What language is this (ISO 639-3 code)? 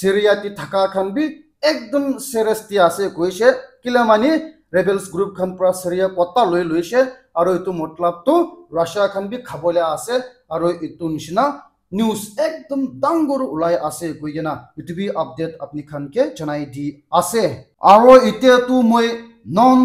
nag